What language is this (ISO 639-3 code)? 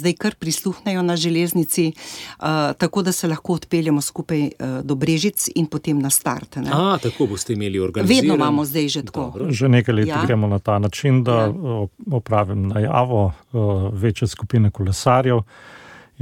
slv